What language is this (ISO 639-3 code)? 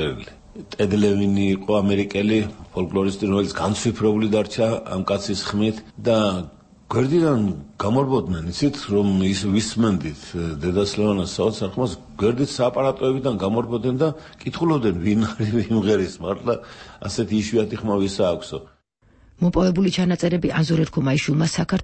kat